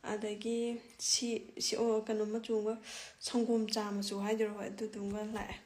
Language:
Manipuri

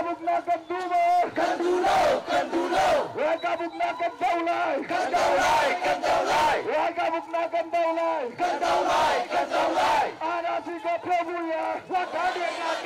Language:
Hakha Chin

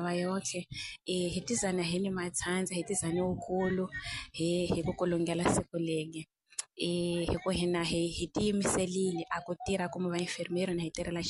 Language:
Tsonga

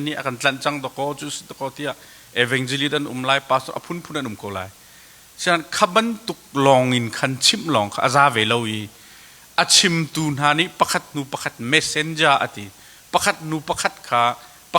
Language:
Hakha Chin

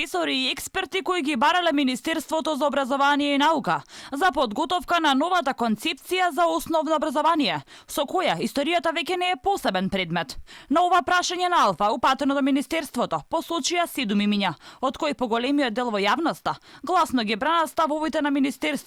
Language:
Macedonian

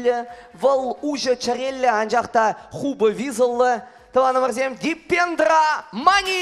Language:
Chuvash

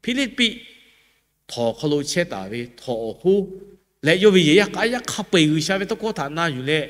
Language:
Lahu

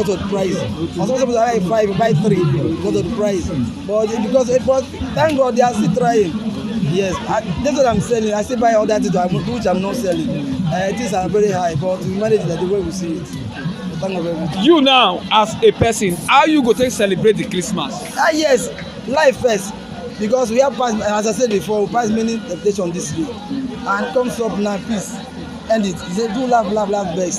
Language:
Nigerian Pidgin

